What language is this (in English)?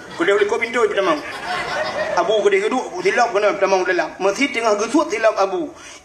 Achinese